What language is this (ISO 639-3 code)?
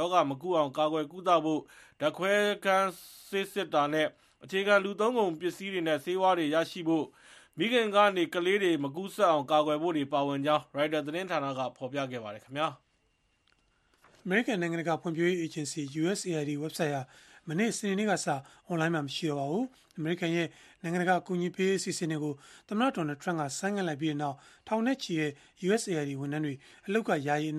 mya